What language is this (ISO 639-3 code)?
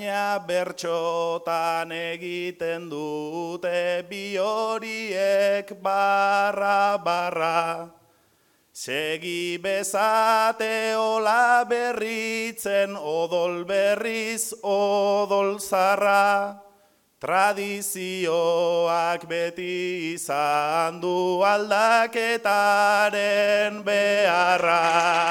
eus